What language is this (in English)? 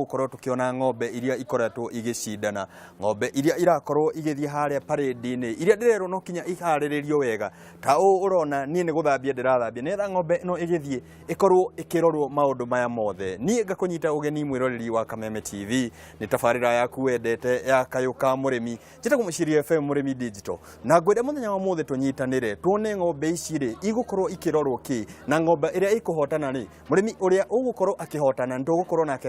Kikuyu